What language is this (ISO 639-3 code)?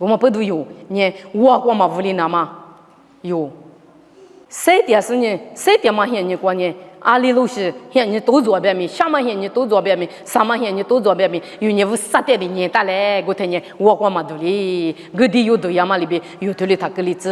lis